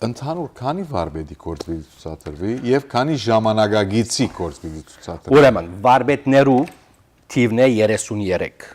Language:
Western Armenian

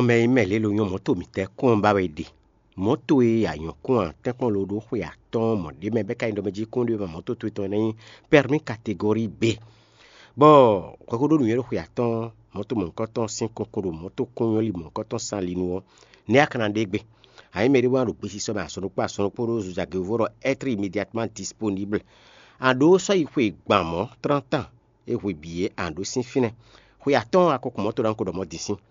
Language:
Fon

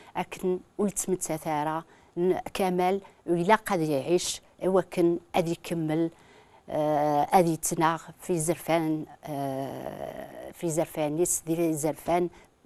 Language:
Kabyle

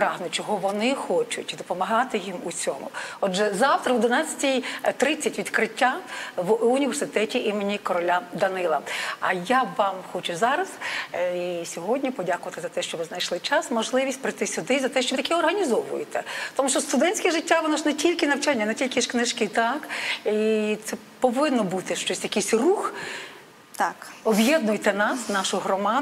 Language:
Ukrainian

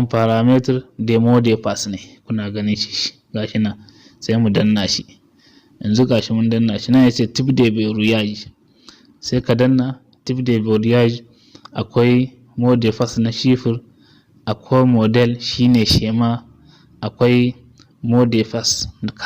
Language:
Hausa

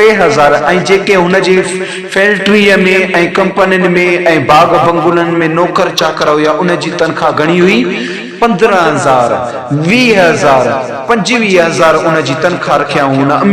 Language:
Sindhi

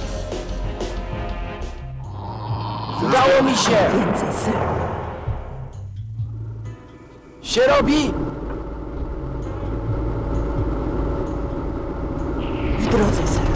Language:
Polish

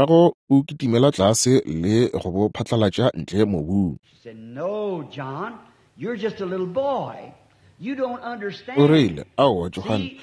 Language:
Northern Sotho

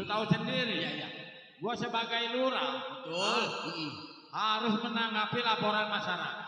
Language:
Betawi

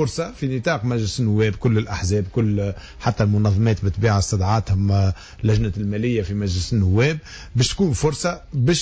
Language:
Tunisian Arabic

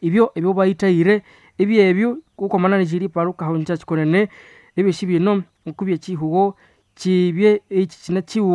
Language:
Nande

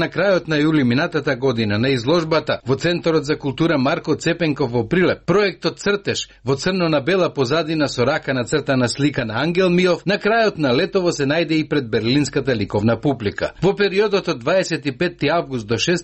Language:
Macedonian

